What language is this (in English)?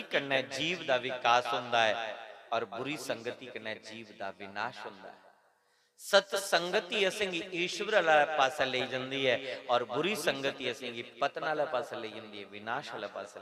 Dogri